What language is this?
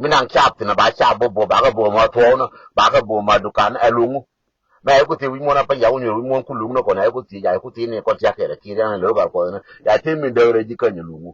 Nuer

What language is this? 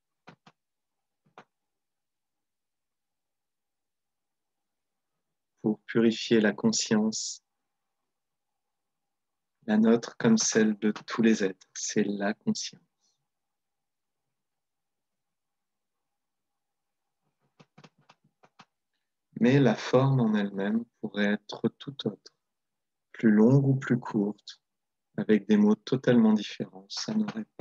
French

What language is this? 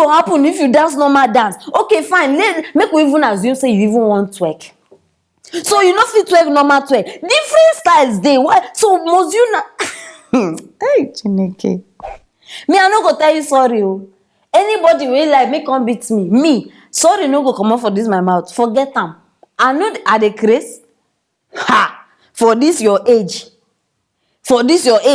Nigerian Pidgin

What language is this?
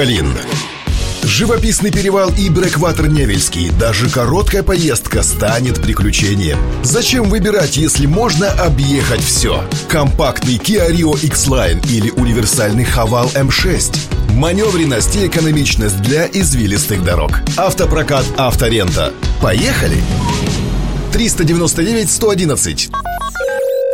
Russian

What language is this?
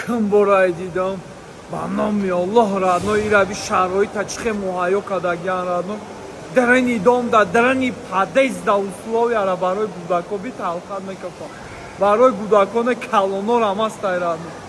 Tajik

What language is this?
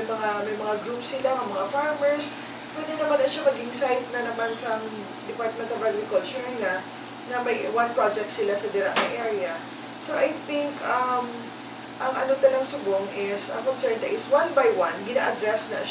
Hiligaynon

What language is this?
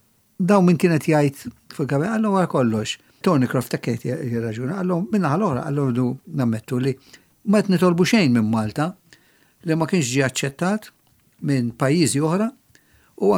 Maltese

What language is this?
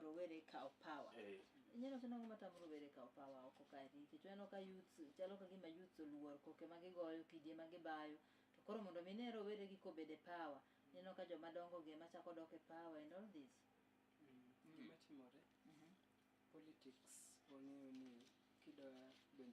Luo (Kenya and Tanzania)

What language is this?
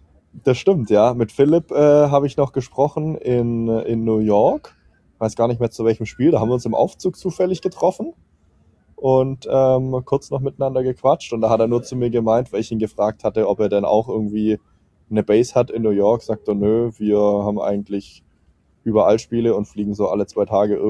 German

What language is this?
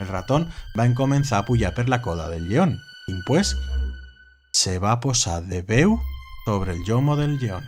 Aragonese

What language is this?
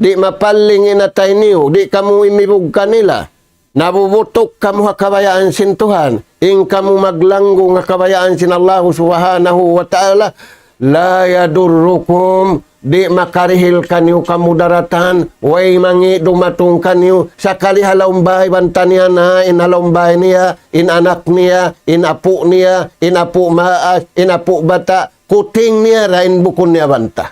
Tausug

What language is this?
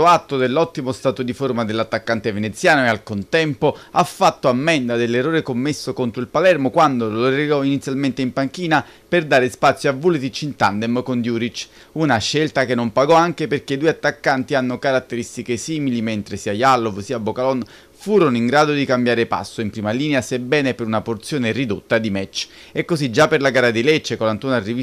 Italian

